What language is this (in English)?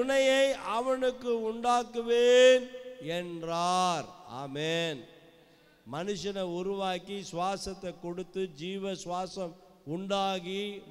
Tamil